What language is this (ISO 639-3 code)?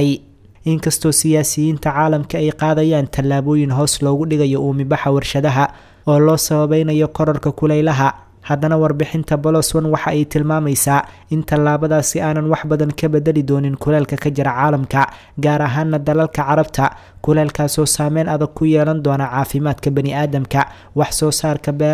som